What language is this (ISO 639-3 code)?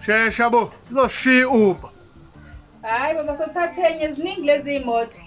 zul